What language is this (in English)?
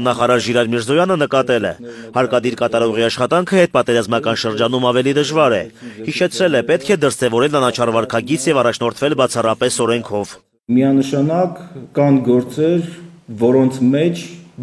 Armenian